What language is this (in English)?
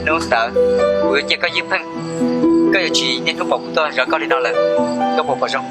Hmong